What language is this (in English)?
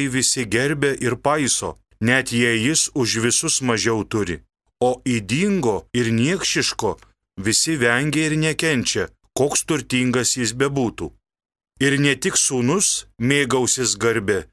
Lithuanian